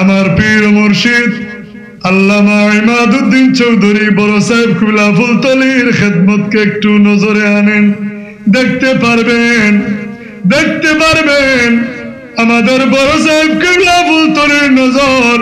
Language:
Sylheti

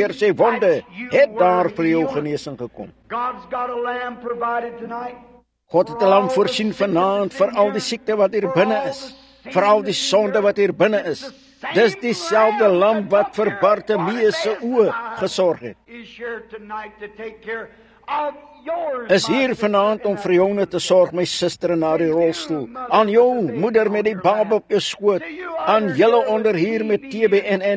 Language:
Afrikaans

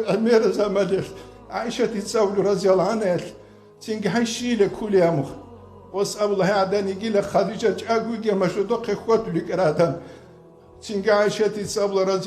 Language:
Avaric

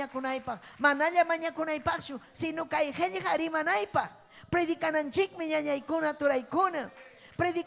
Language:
Ayacucho Quechua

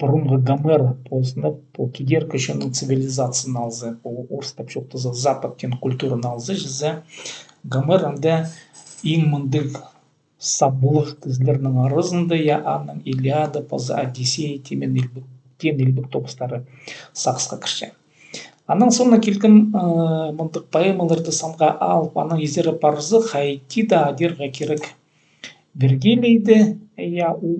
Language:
Khakas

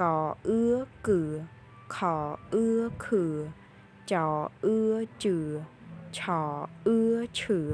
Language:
Khmer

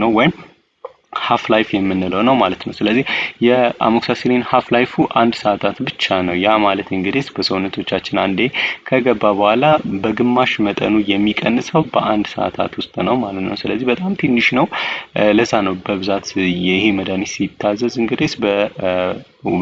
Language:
Amharic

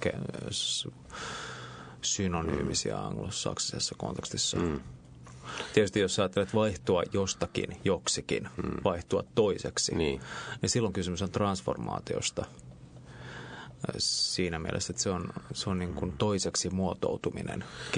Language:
Finnish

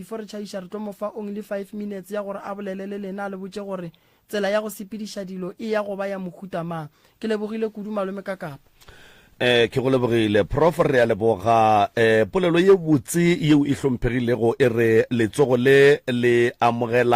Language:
Northern Sotho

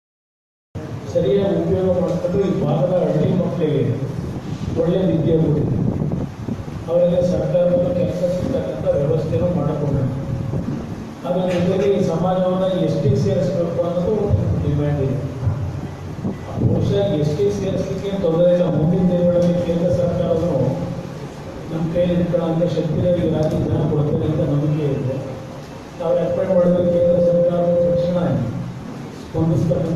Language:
Kannada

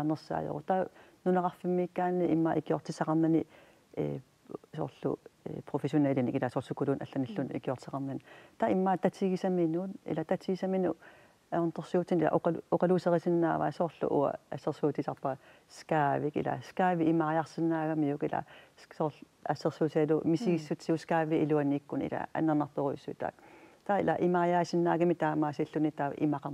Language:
Kalaallisut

